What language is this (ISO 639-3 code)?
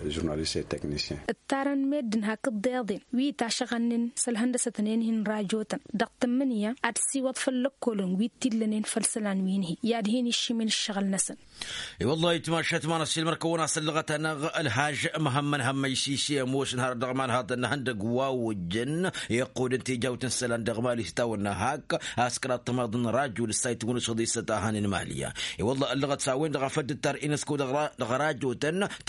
taq